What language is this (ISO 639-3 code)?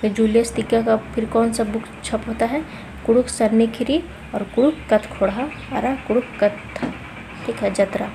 kru